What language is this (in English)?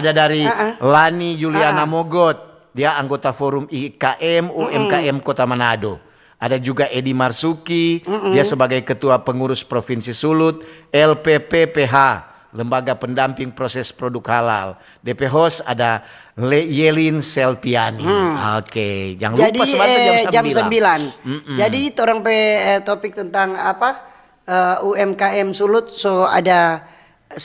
Manado Malay